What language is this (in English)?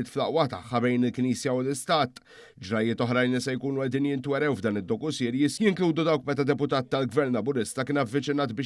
Maltese